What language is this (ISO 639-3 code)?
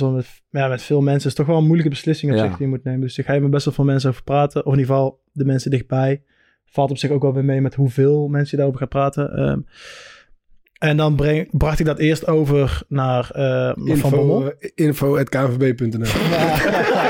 nld